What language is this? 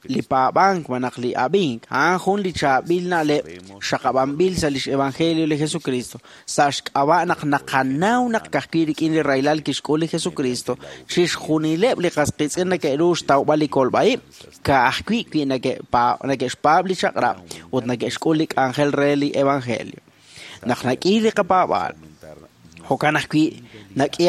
Kekchí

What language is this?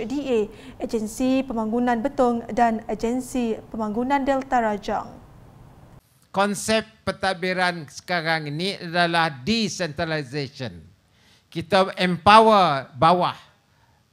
Malay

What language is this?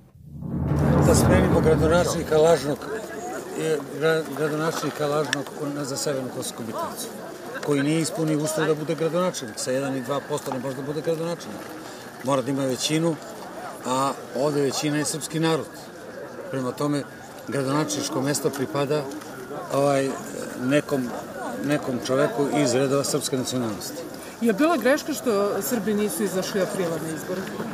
Serbian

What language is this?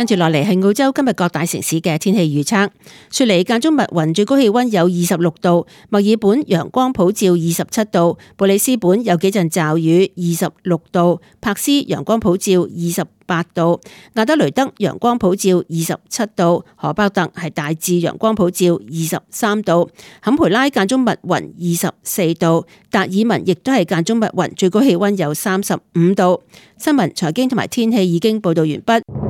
Cantonese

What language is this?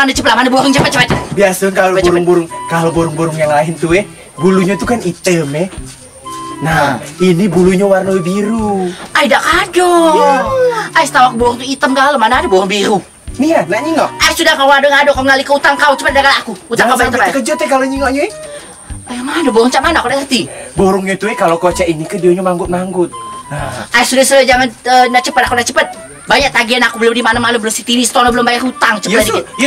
Musi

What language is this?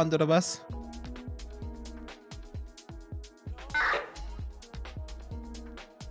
German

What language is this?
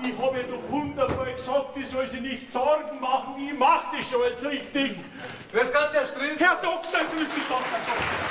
Bavarian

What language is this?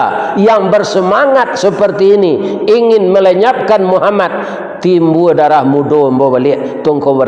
Minangkabau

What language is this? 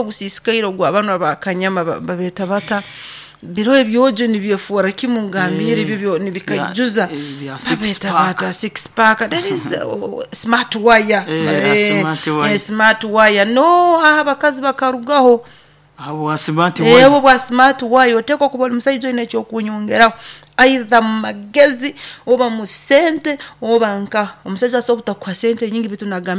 Nyoro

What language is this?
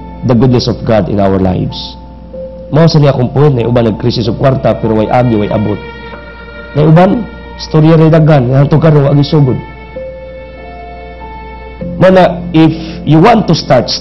Cebuano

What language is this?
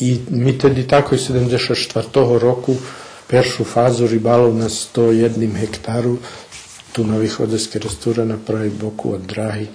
Rusyn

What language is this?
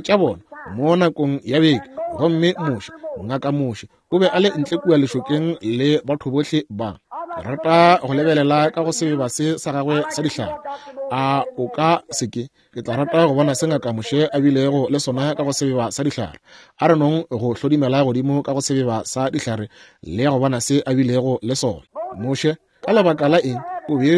Northern Sotho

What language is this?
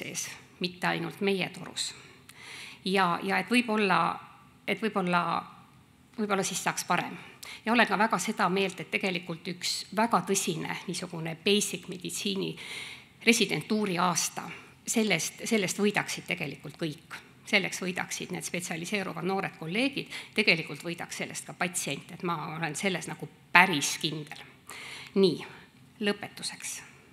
Estonian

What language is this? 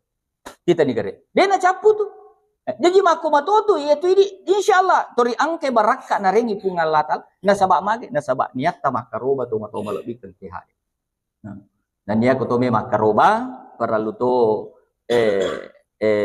Buginese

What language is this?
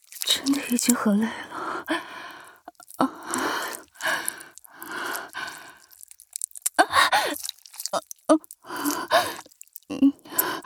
Chinese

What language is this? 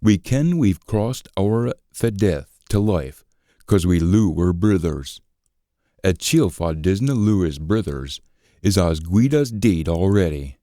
Scots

